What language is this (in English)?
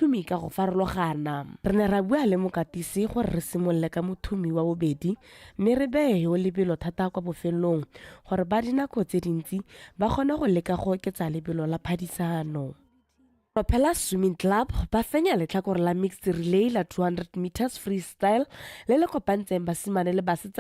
Tswana